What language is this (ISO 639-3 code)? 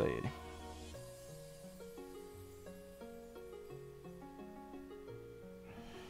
por